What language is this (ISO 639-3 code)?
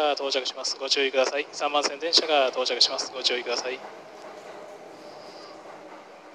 jpn